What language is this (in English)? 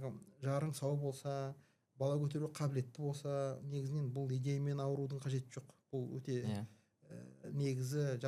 Kazakh